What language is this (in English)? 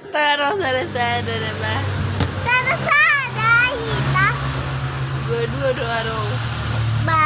Batak Toba